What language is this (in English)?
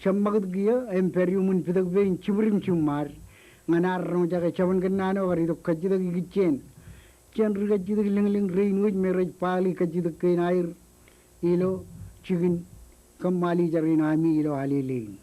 Marshallese